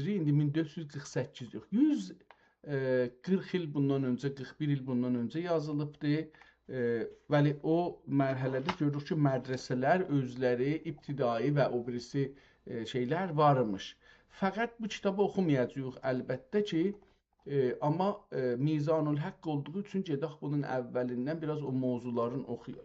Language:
South Azerbaijani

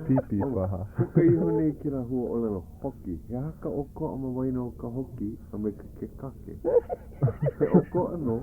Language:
Hawaiian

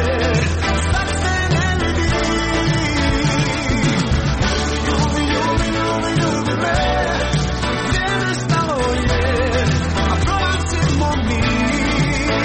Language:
Croatian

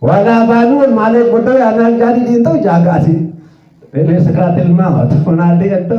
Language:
Sasak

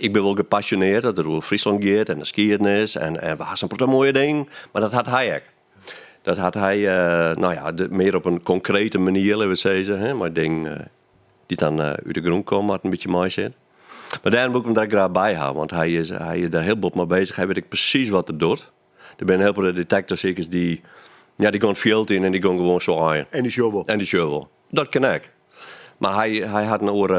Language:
Western Frisian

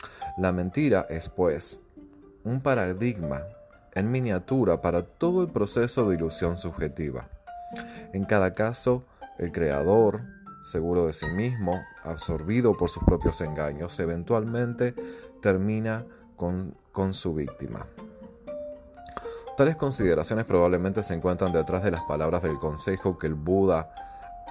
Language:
Spanish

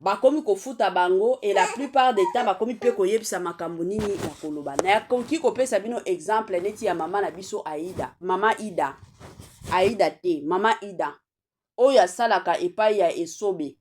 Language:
Lingala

